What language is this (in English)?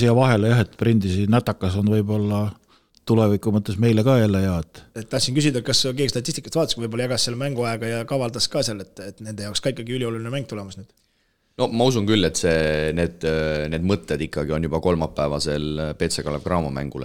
Estonian